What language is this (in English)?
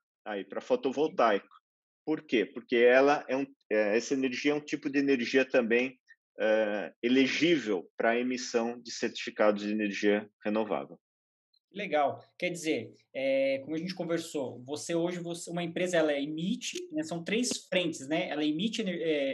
Portuguese